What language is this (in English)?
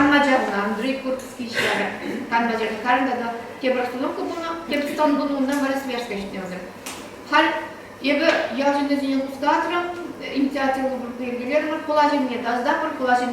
Chuvash